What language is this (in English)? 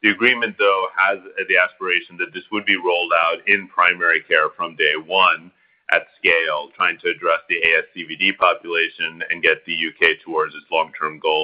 English